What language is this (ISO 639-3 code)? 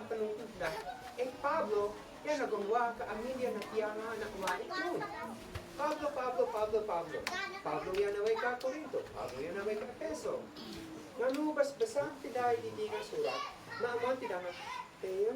isd